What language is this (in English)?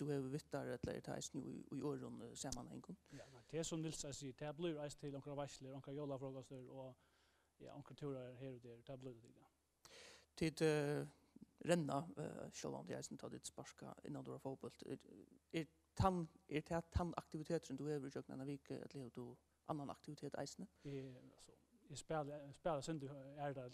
Faroese